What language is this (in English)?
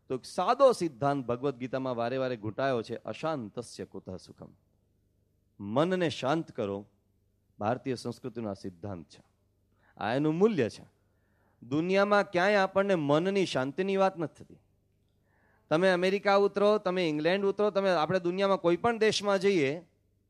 Gujarati